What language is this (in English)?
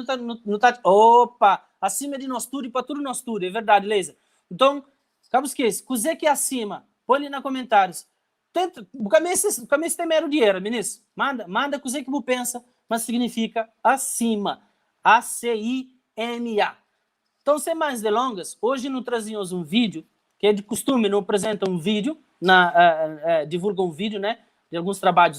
Kabuverdianu